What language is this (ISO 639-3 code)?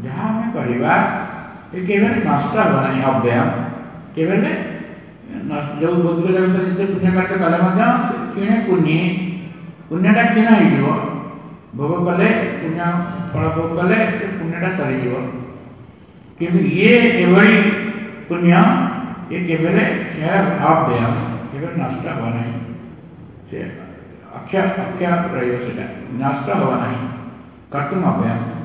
ori